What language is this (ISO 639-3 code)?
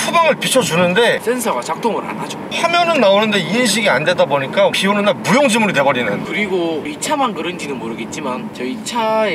kor